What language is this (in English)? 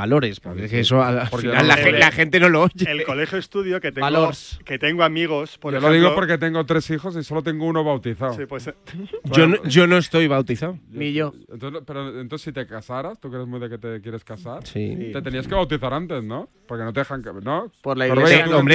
Spanish